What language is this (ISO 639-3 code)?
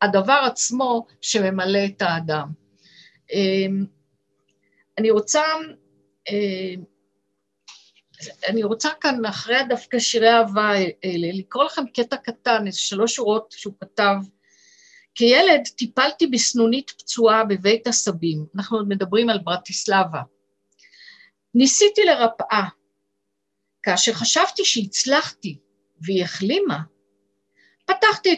heb